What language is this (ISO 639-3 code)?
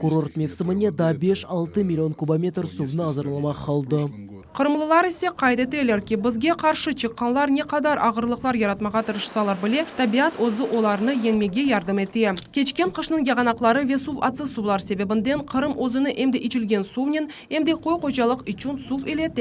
crh